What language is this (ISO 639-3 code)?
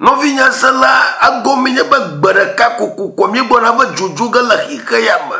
ewe